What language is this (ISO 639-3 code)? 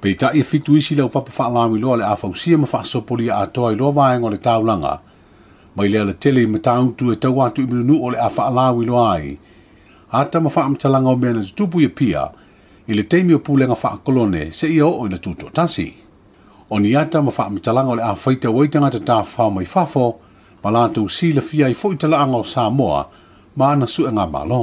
smo